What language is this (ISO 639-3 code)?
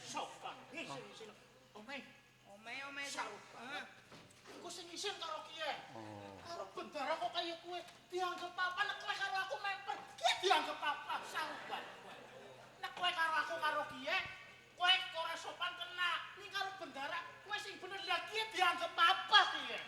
jav